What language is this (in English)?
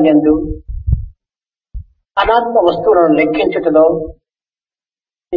Telugu